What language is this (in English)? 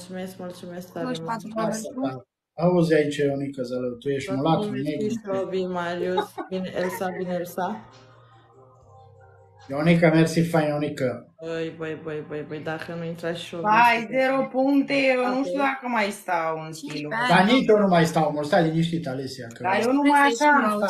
Romanian